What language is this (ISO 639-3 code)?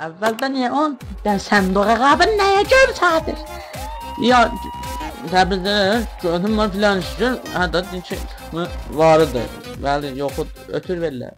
azb